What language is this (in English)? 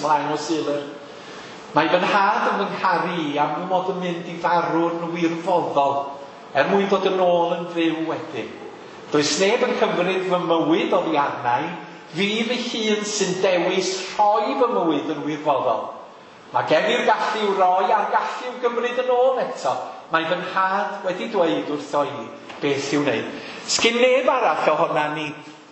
Welsh